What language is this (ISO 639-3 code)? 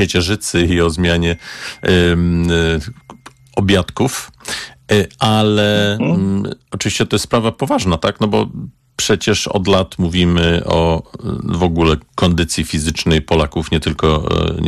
pol